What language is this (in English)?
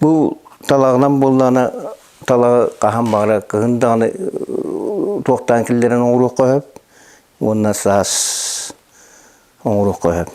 Yakut